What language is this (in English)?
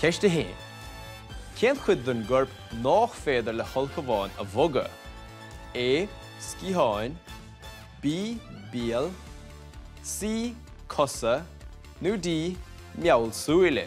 Irish